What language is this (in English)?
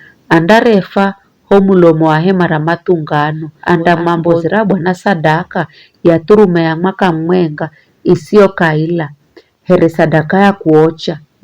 Giryama